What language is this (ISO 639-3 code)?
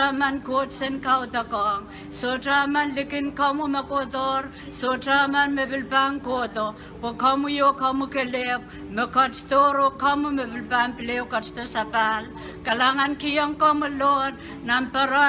pon